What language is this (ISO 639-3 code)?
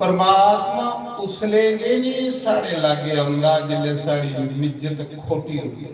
doi